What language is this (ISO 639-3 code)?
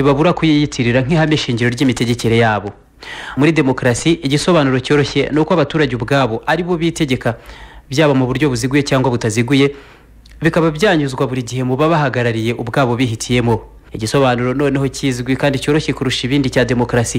kin